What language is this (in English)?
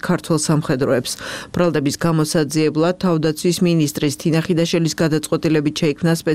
Georgian